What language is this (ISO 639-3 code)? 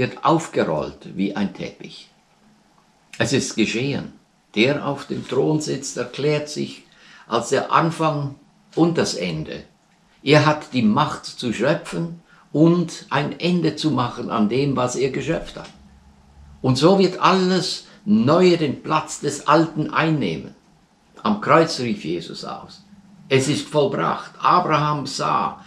deu